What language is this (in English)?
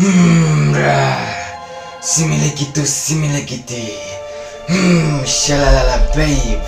Minangkabau